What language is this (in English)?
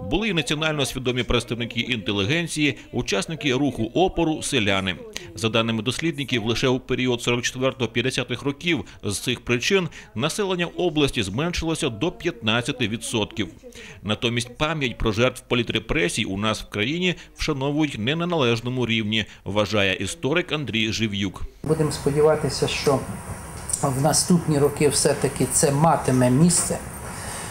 Ukrainian